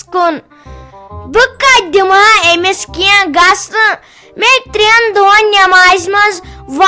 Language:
Kashmiri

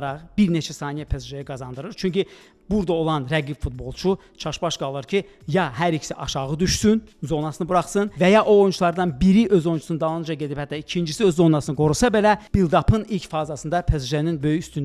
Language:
Azerbaijani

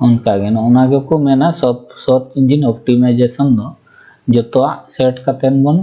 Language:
Santali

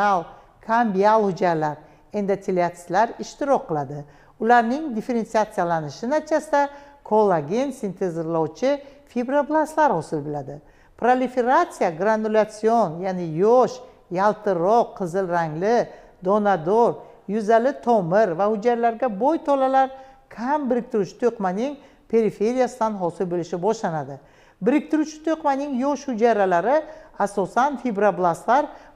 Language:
Uzbek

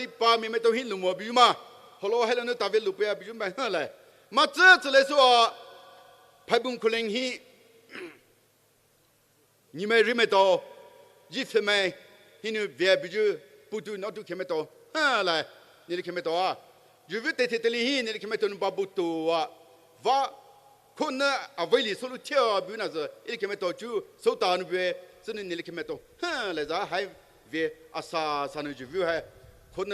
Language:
Poumei Naga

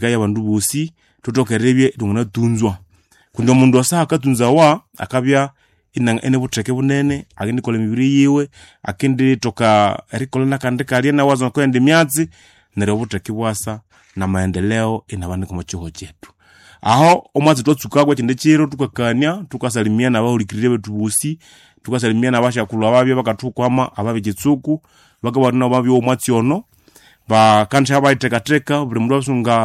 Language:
Nande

